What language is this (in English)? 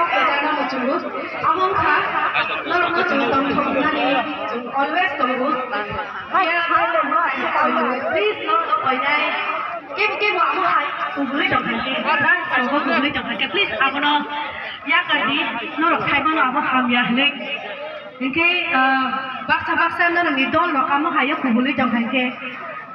Kok Borok